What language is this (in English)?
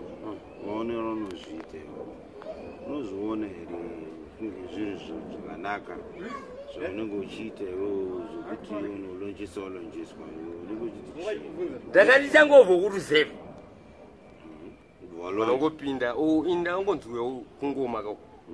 Shona